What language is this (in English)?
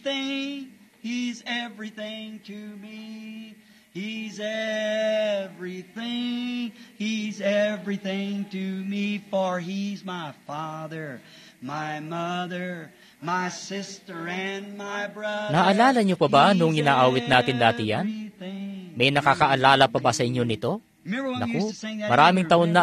Filipino